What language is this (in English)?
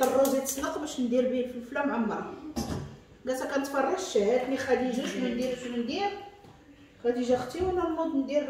Moroccan Arabic